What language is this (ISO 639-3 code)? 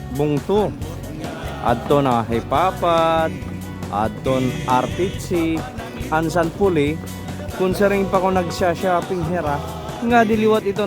war